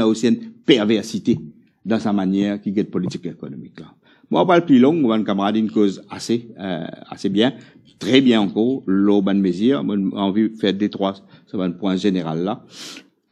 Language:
Morisyen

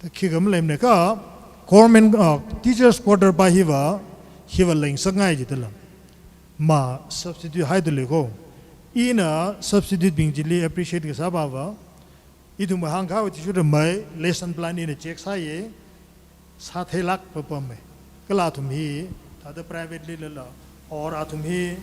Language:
Tangkhul Naga (India)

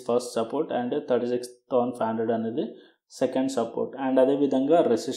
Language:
Telugu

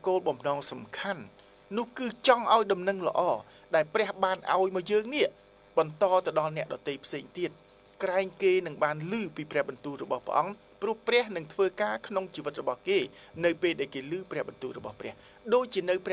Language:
Khmer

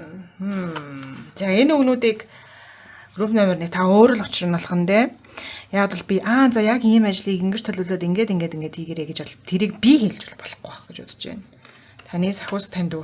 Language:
Mongolian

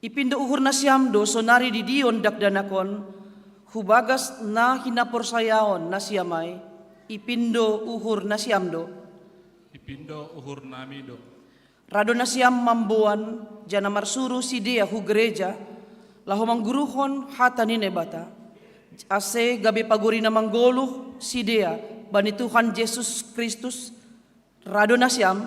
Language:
Batak Simalungun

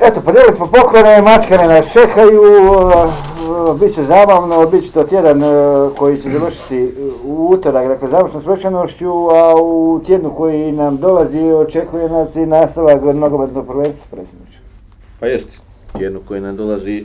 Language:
Bosnian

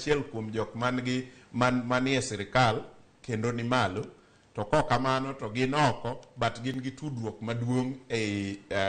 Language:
Luo (Kenya and Tanzania)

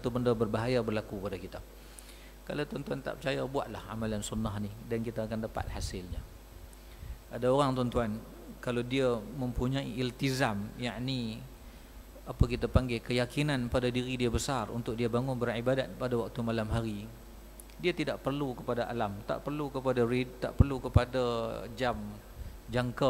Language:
Malay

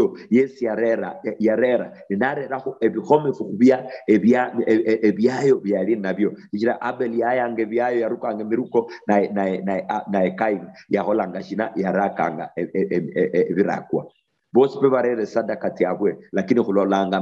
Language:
Luyia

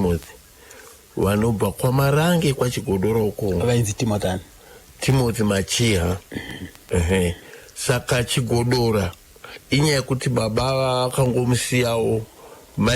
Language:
Shona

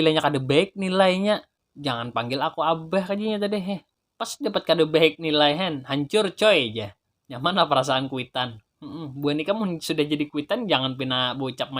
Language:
Banjar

